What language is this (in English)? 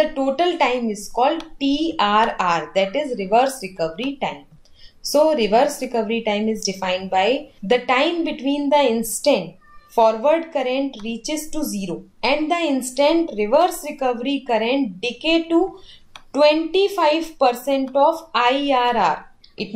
English